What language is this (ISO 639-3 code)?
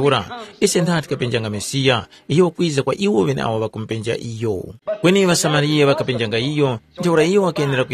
tum